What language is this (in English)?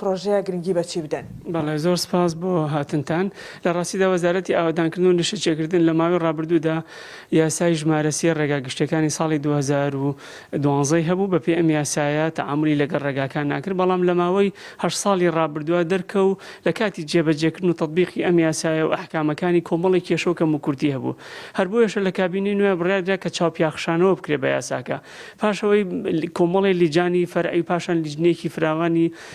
Central Kurdish